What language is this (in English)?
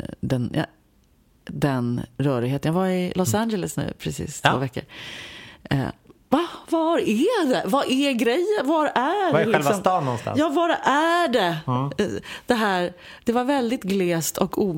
Swedish